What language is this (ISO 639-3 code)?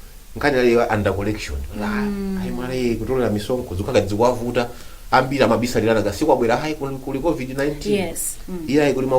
nya